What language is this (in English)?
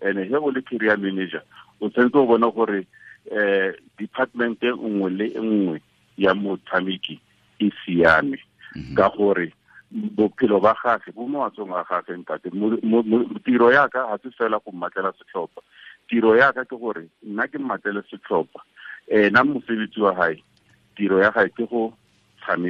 Tswana